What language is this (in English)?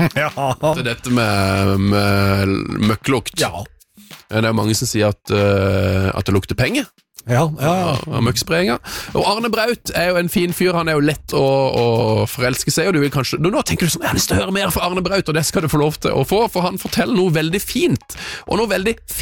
Norwegian